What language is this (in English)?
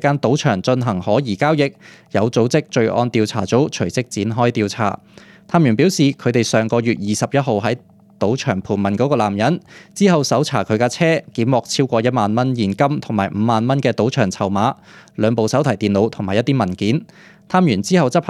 Cantonese